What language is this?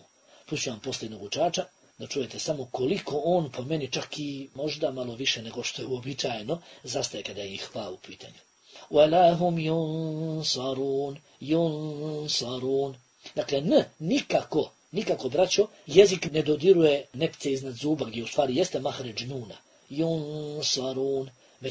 Bosnian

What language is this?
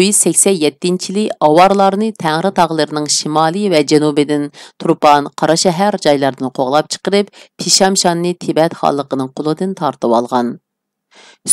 Uyghur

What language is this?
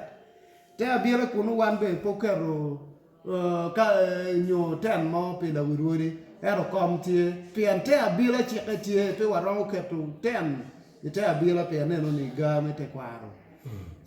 Acoli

